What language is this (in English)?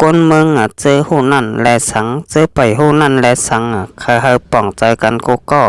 Shan